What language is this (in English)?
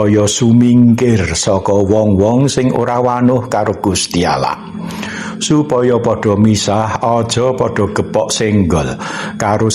Javanese